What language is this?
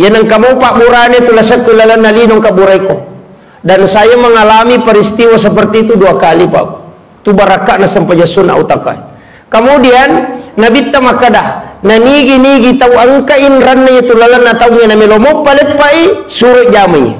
Buginese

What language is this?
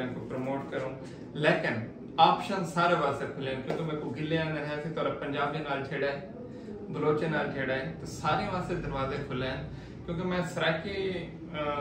Saraiki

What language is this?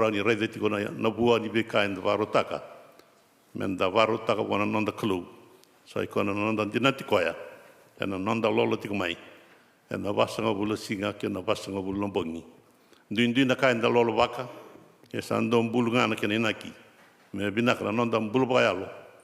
Fijian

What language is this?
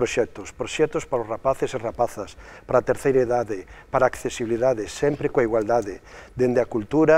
Galician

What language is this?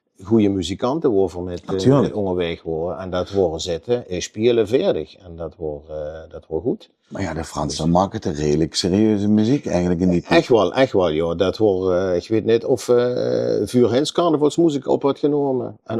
Limburgish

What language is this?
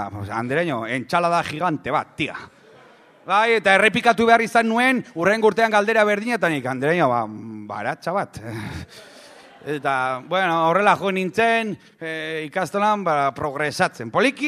Basque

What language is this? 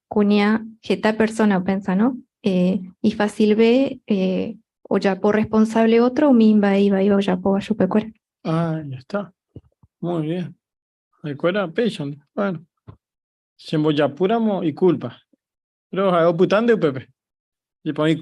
Guarani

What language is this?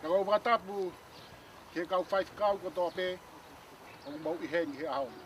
Tongan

